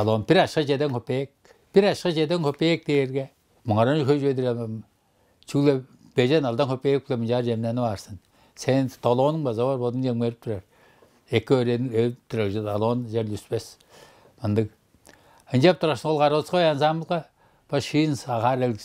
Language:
Tuvinian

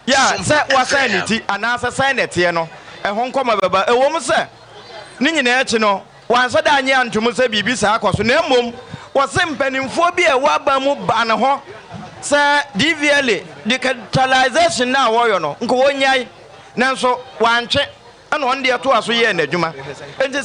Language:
Akan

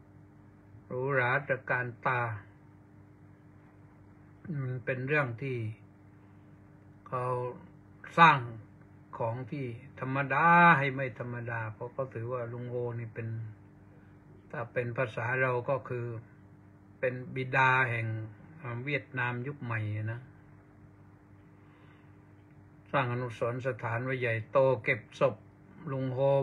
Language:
Thai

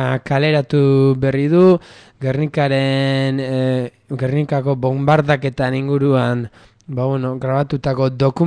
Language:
Basque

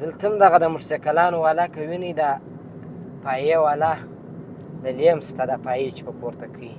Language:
Pashto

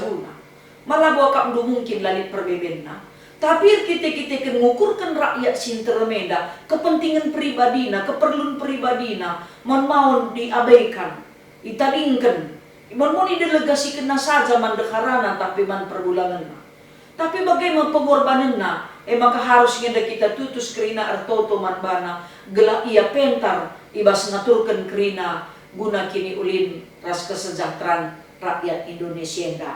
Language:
Batak Karo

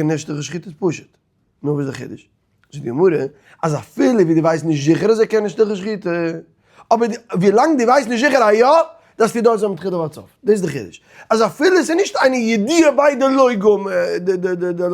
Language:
Yiddish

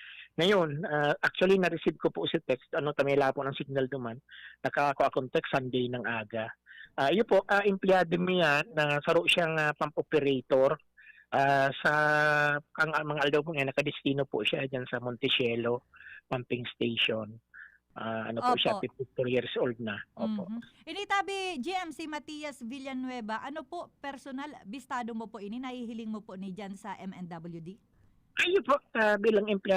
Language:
Bikol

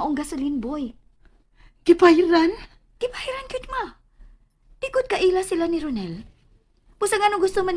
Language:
Cebuano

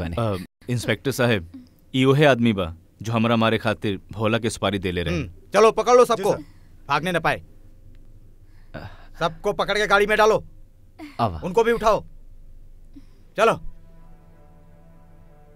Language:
Bhojpuri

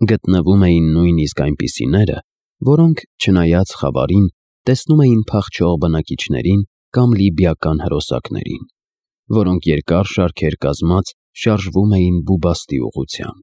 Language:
Armenian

